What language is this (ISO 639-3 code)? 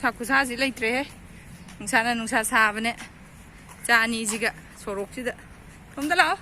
mni